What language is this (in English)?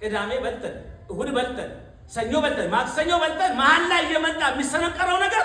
Amharic